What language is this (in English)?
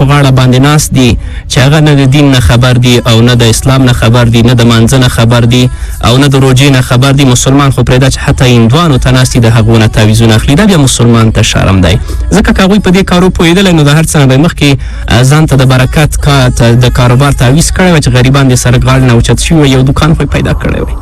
Pashto